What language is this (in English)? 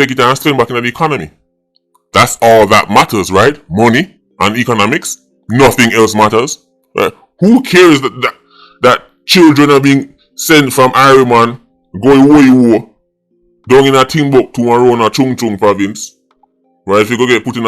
Jamaican Creole English